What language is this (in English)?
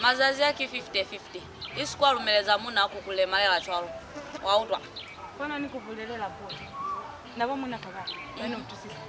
Lozi